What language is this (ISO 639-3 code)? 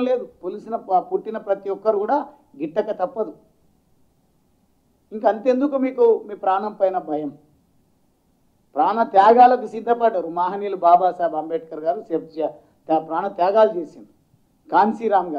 tel